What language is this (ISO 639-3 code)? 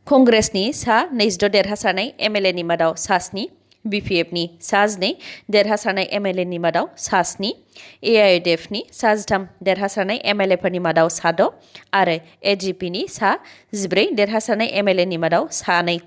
brx